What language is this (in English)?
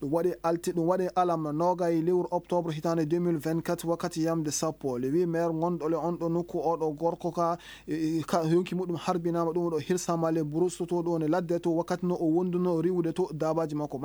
Maasina Fulfulde